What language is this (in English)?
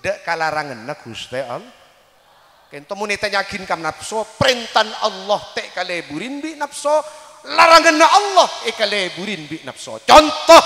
Madurese